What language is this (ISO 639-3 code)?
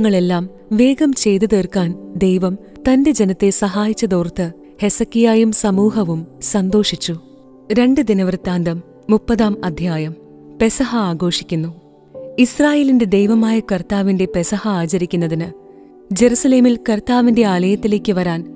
mal